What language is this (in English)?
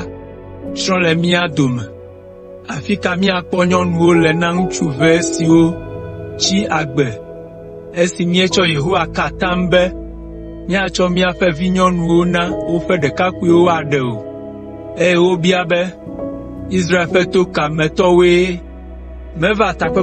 Ewe